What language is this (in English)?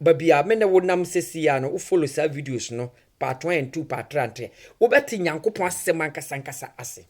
Akan